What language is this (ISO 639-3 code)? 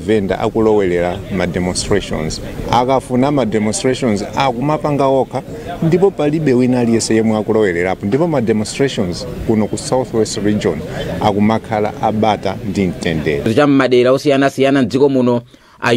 nya